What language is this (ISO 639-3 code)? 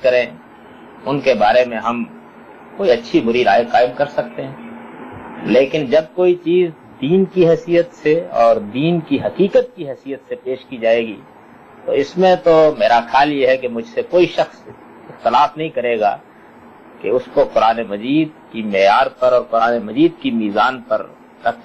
urd